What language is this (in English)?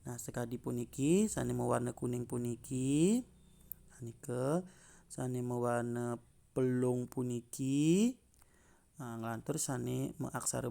Balinese